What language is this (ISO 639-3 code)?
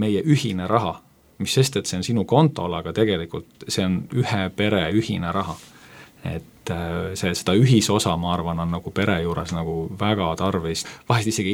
est